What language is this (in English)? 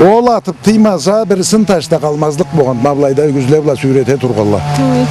Karachay-Balkar